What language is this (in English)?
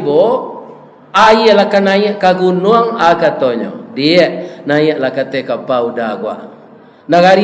Minangkabau